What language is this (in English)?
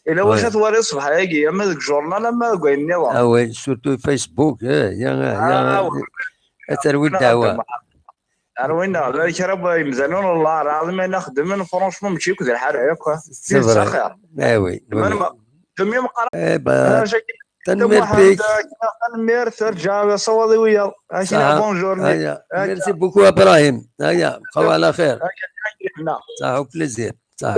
Kabyle